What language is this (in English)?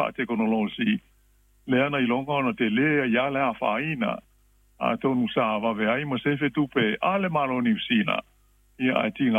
Samoan